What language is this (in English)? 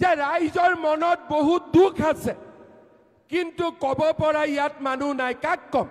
Assamese